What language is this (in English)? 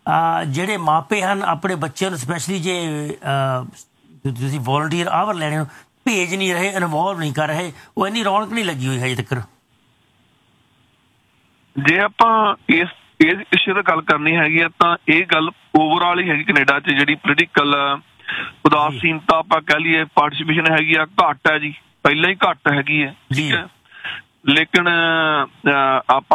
Punjabi